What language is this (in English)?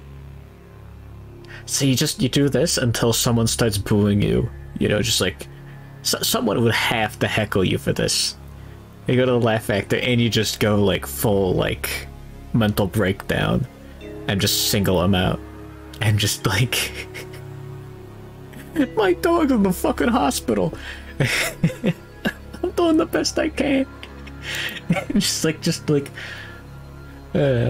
English